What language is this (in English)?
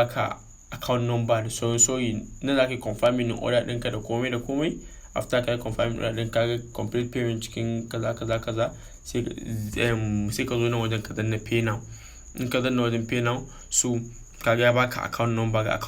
Hausa